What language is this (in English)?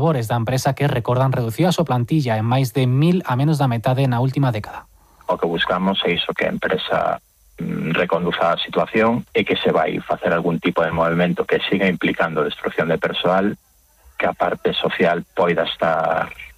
Galician